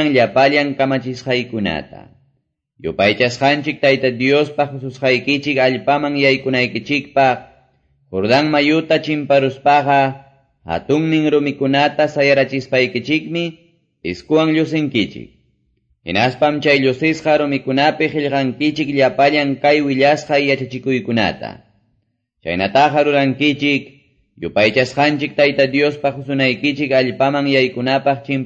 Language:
Quechua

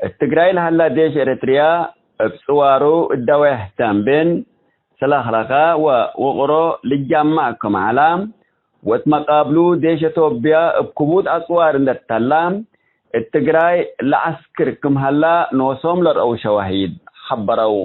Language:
Tigre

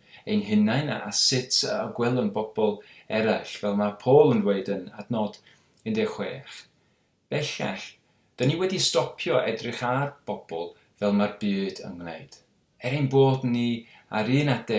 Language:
Welsh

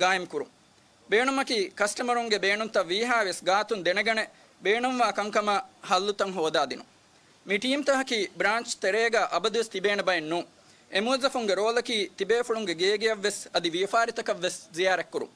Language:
Divehi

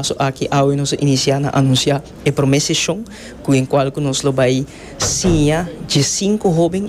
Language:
Papiamento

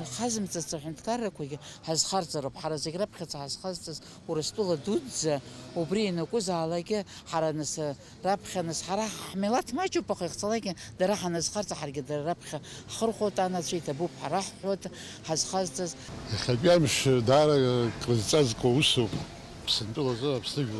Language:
Abkhazian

